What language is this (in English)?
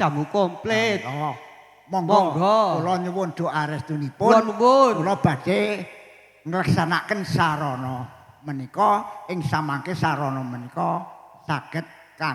Javanese